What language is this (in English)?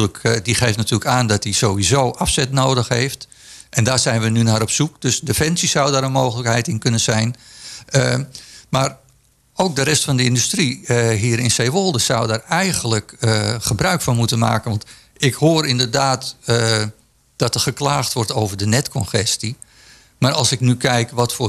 Dutch